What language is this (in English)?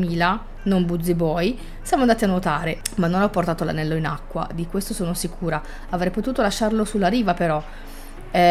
Italian